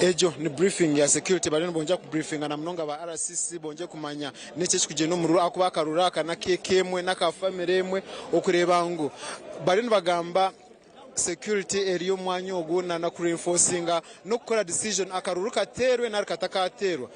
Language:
Nyankole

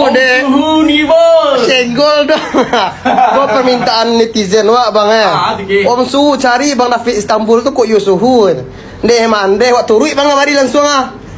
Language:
Minangkabau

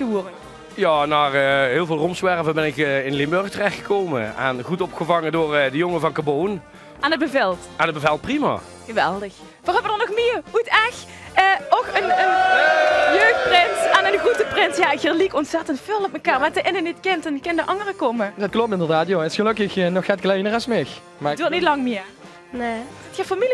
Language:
Limburgish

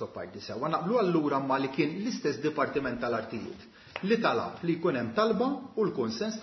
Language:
Maltese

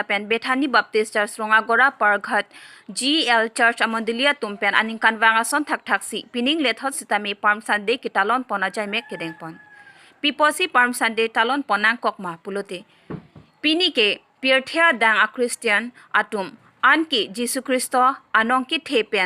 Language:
Karbi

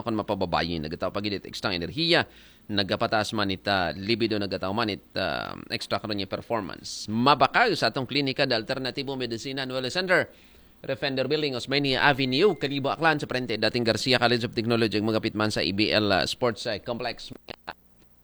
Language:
Aklanon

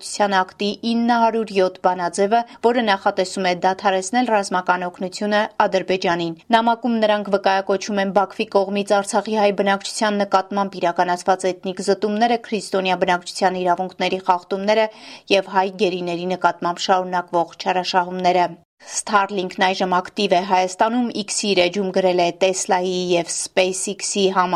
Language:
Armenian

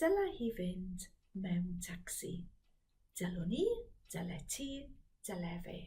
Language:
Welsh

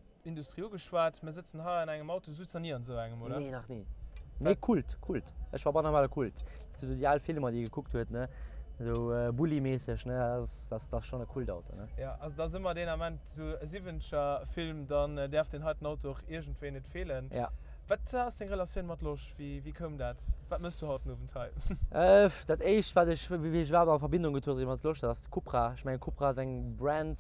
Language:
Luxembourgish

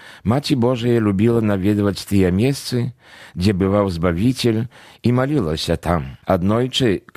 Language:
Belarusian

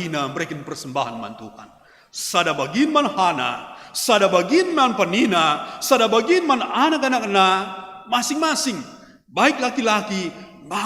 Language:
Batak Karo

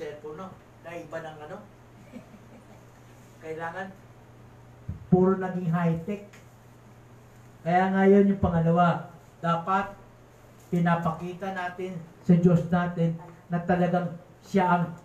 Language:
Filipino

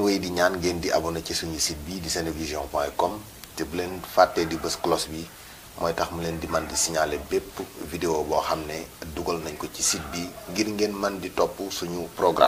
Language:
Wolof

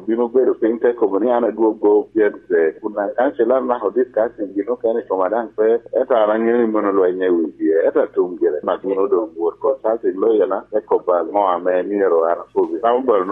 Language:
Lango (Uganda)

